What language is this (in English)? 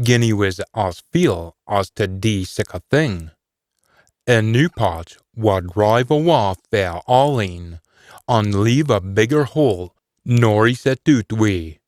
Scots